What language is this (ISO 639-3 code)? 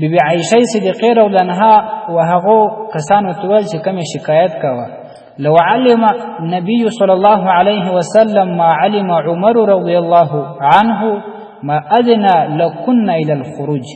pus